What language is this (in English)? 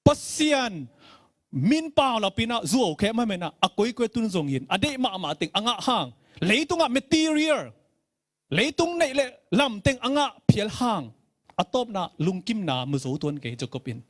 Tedim Chin